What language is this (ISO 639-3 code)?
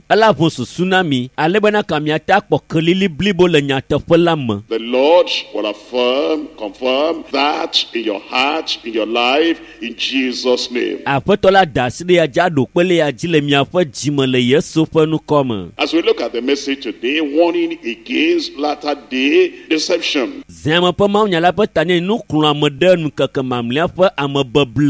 ewe